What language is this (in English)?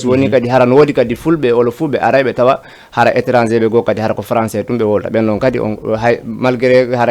Fula